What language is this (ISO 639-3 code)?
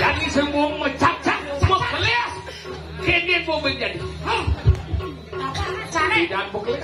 ban